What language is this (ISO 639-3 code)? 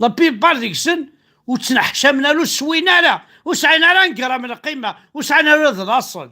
kab